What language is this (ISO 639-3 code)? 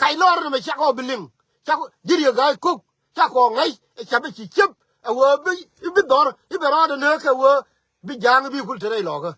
nus